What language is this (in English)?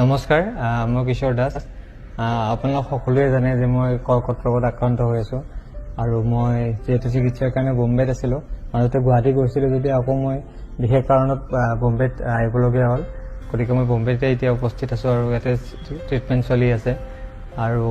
Assamese